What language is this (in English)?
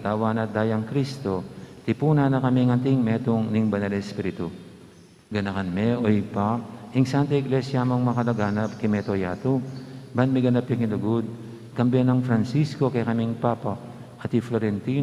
Pampanga